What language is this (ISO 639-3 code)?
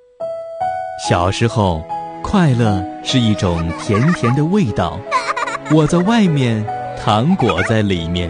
zho